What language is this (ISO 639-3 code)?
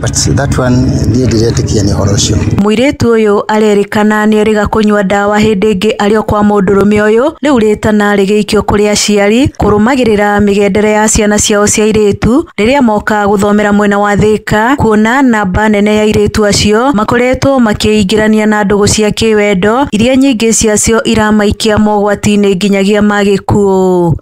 kik